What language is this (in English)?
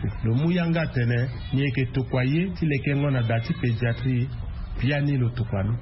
Sango